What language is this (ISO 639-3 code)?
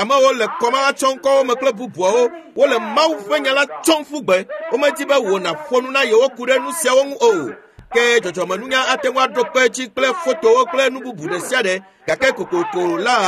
ewe